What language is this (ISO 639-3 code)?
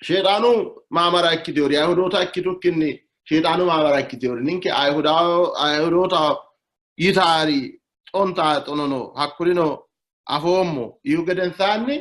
sid